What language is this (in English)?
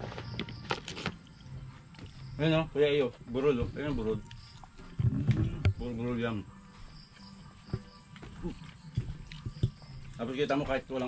Filipino